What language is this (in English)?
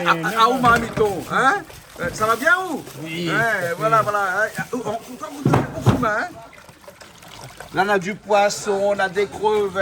Réunion Creole French